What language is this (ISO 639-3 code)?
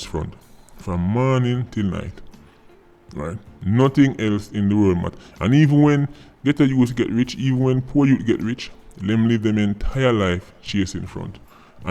jam